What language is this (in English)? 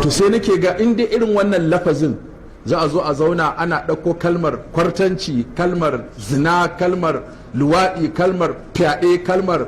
Hausa